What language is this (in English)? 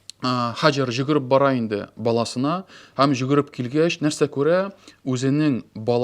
Tatar